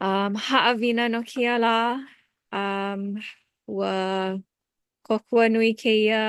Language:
Hawaiian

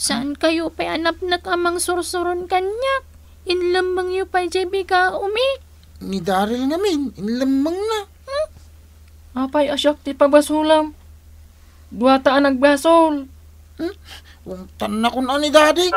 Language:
Iloko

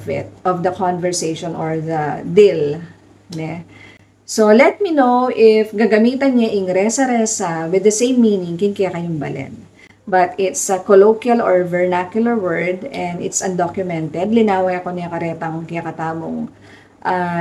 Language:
Pampanga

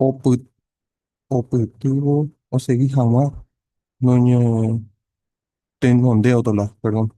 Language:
Guarani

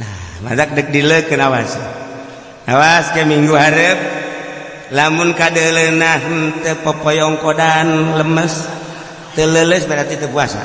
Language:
Sundanese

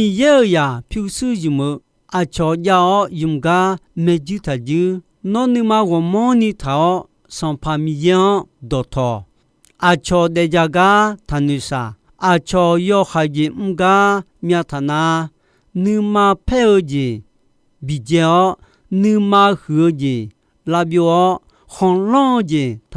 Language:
Akha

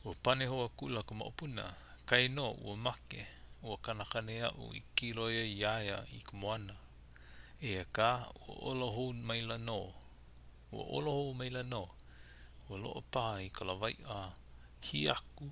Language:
Hawaiian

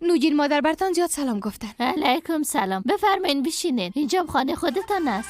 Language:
Persian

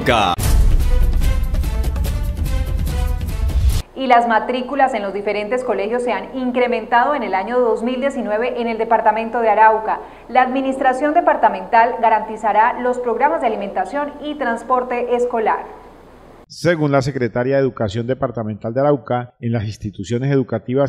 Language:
Spanish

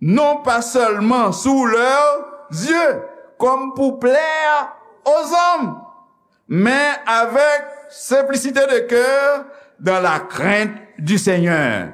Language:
Haitian Creole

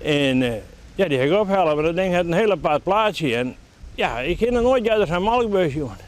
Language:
Western Frisian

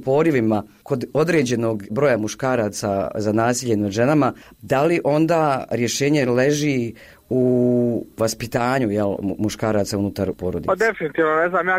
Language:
Bosnian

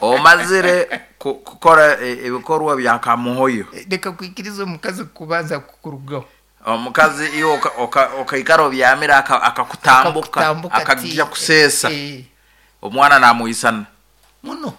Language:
Nyankole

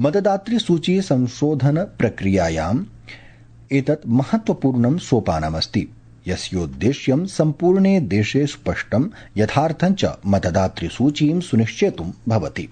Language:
Sanskrit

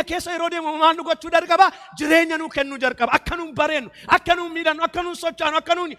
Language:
Oromo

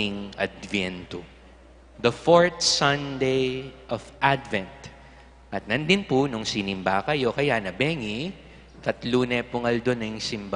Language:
Pampanga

